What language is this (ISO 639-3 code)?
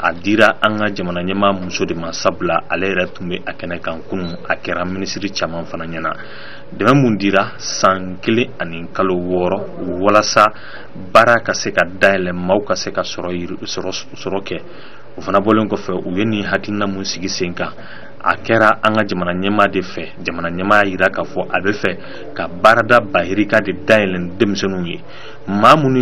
bam